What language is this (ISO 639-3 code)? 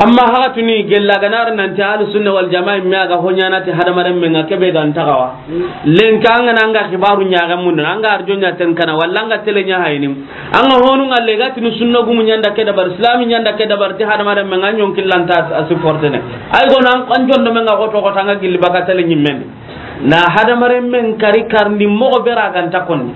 snk